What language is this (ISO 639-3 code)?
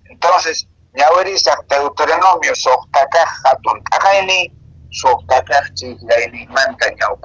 que